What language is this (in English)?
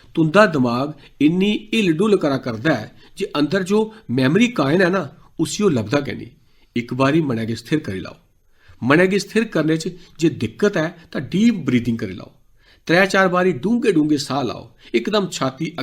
Dogri